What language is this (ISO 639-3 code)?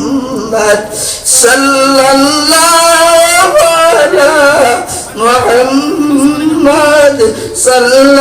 syl